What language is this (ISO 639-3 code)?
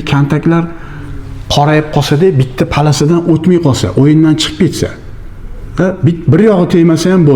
uzb